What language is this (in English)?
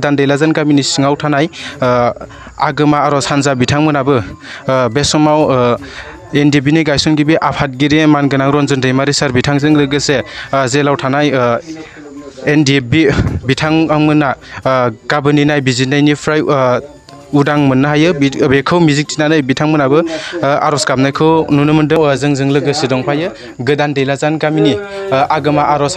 Bodo